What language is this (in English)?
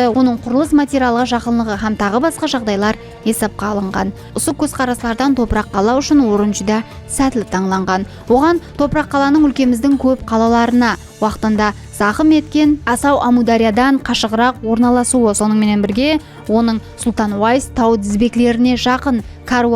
Kara-Kalpak